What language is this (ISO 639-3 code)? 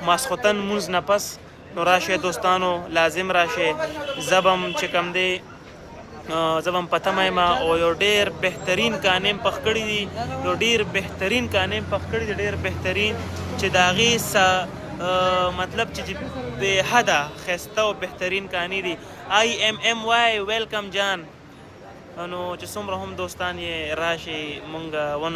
pus